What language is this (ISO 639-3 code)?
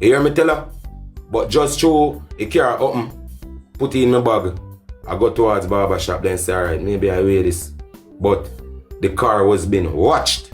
jam